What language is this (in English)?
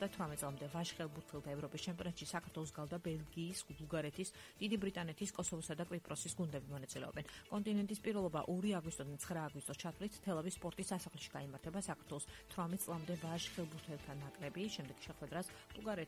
Georgian